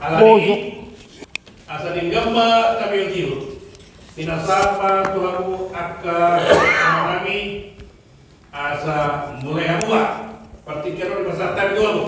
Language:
Batak Toba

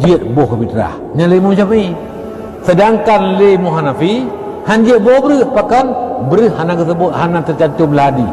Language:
Achinese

